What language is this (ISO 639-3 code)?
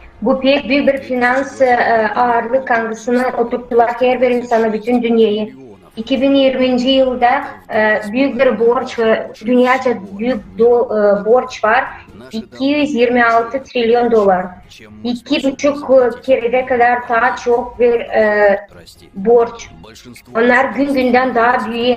gag